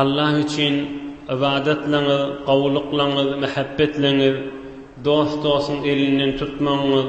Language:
Turkmen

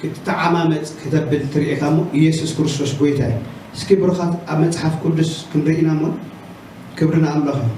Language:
Tigrinya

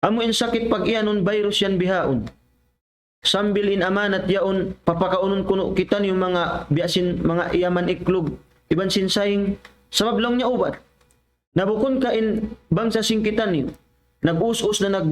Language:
Tausug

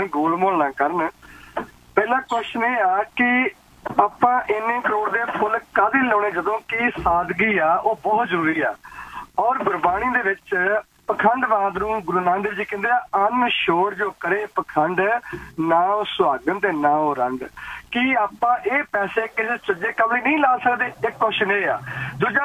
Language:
Punjabi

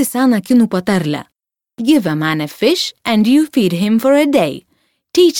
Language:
Lithuanian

